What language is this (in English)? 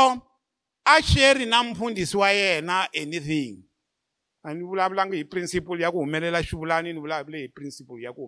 Tsonga